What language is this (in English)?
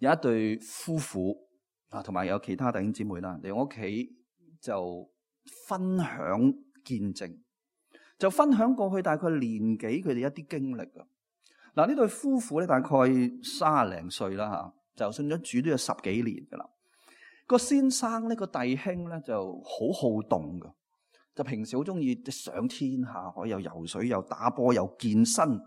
Cantonese